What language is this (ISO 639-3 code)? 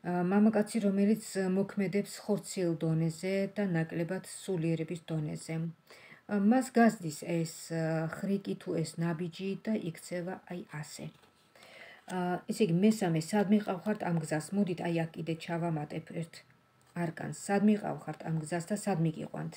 kat